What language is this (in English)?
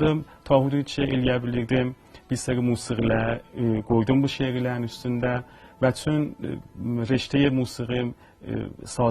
South Azerbaijani